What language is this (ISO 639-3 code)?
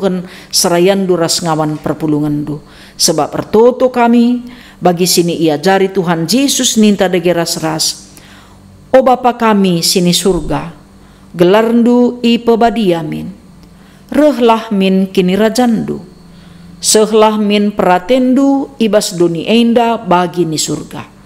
btx